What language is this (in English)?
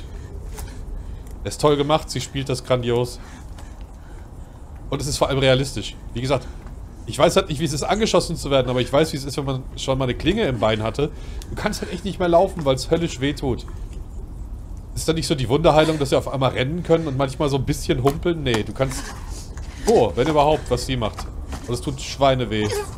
German